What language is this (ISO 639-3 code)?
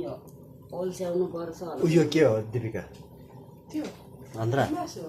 nep